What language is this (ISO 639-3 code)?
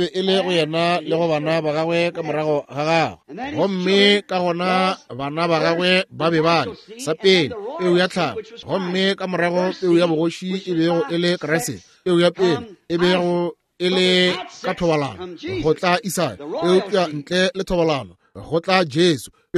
nso